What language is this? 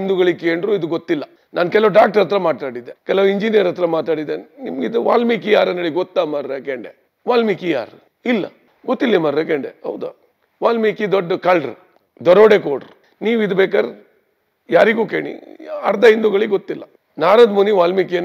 Kannada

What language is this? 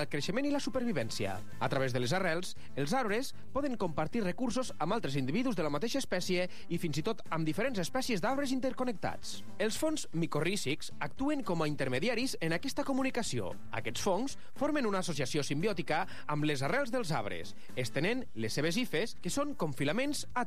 Catalan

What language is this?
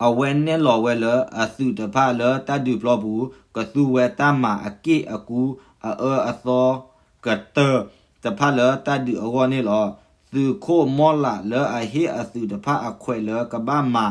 S'gaw Karen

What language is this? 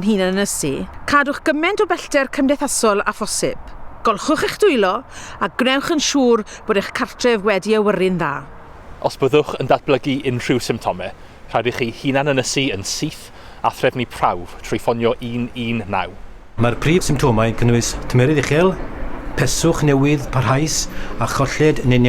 Welsh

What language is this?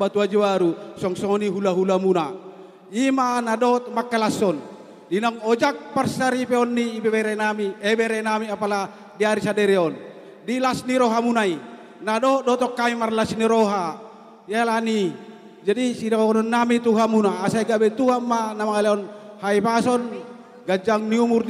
Batak Toba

